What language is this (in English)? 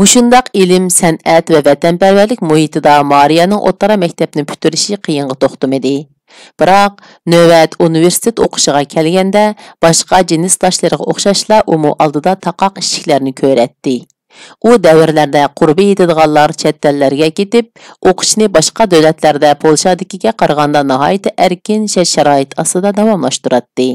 Uyghur